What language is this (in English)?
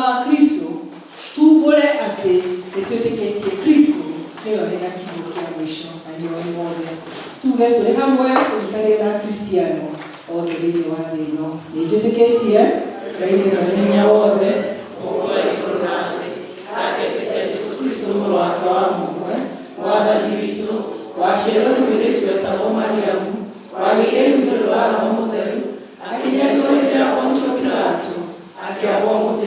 Kikuyu